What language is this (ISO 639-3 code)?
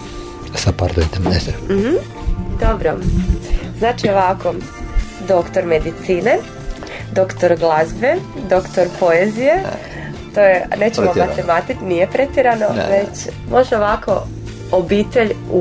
hrv